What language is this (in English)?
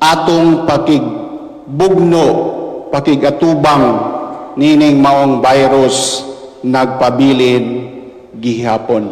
Cebuano